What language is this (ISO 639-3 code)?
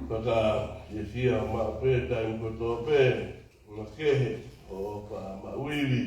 ton